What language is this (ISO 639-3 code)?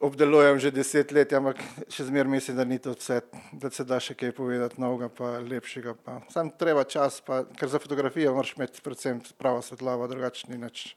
slv